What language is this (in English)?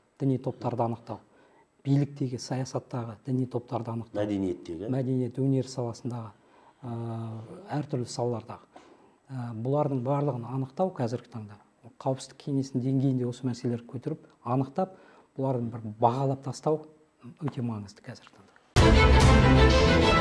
Kazakh